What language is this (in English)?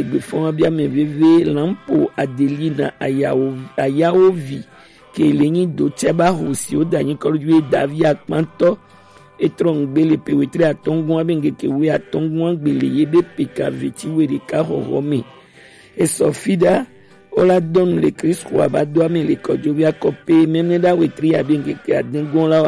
Gen